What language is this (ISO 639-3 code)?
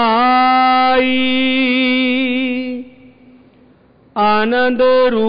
pan